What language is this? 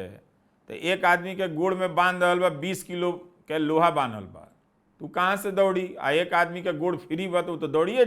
Bhojpuri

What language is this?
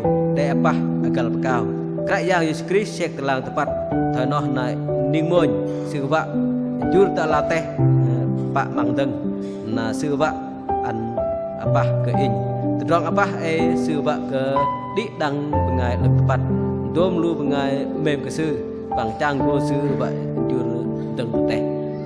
Bahnar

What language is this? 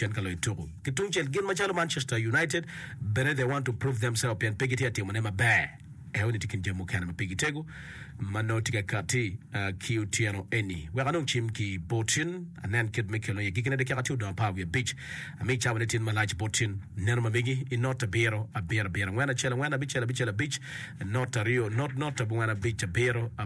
Acoli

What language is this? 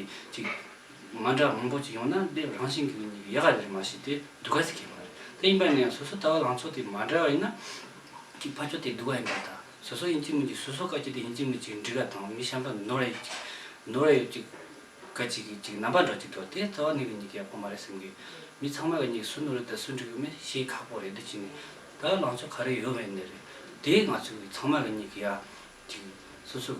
Tibetan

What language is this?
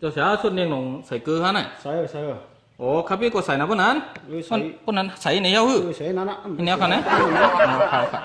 Shan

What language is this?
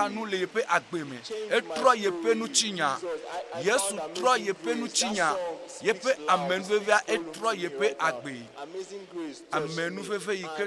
Ewe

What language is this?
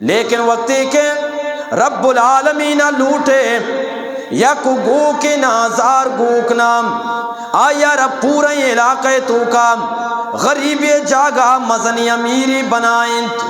Eastern Balochi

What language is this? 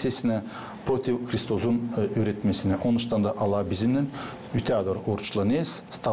Gagauz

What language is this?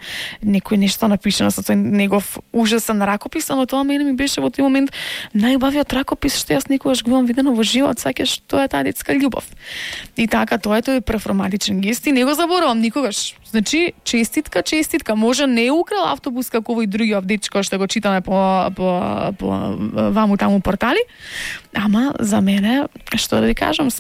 Macedonian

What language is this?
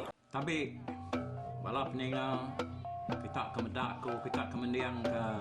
Iban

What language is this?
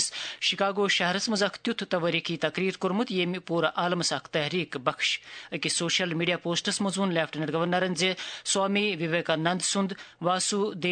Kashmiri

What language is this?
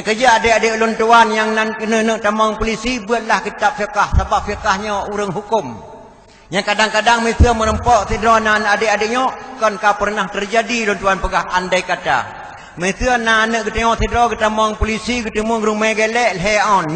Achinese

